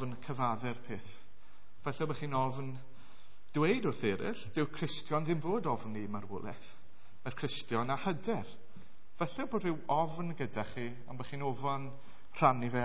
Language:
Welsh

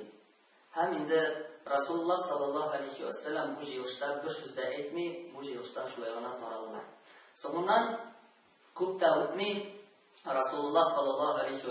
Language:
Tatar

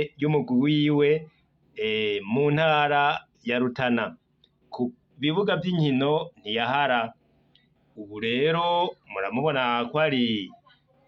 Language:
Rundi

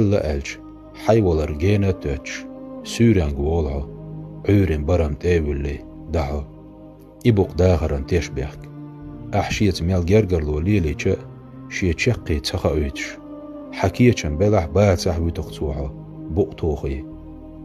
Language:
Chechen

